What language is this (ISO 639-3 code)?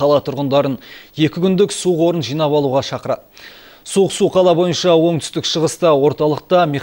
kaz